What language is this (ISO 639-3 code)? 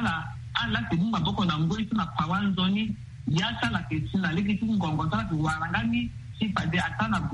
sag